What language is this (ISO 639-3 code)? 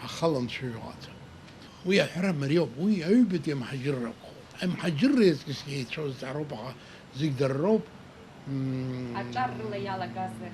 abk